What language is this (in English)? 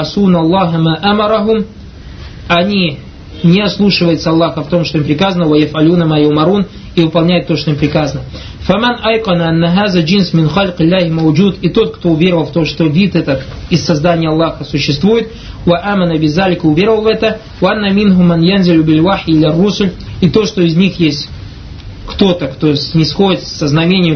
Russian